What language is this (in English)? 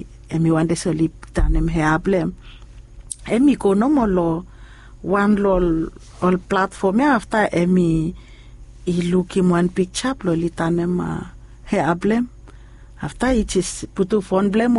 Bislama